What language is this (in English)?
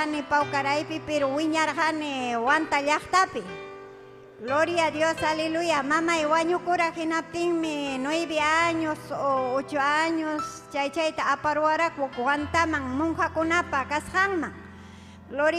Ayacucho Quechua